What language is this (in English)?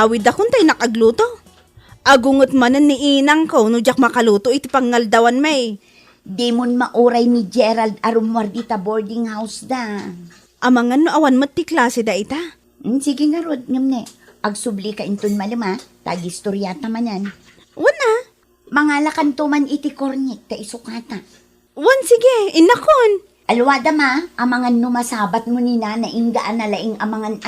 Iloko